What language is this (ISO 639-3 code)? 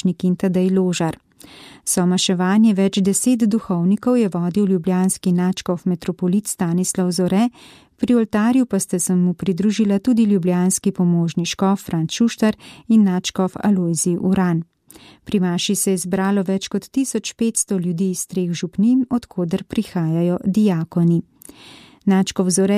slv